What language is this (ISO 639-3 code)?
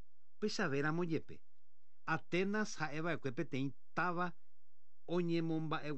grn